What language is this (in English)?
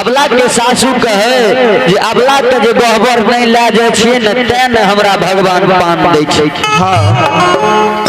Maithili